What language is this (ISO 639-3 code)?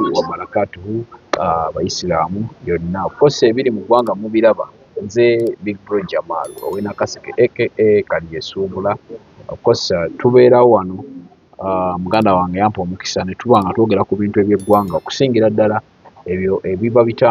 lug